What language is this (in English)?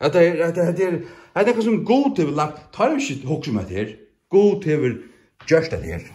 Faroese